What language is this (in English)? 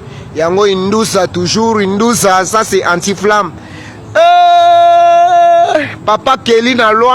Lingala